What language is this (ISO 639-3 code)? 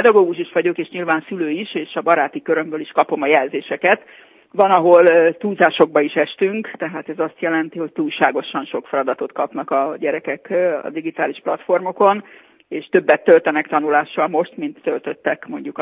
hun